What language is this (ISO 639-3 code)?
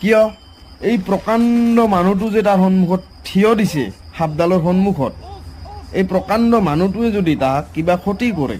asm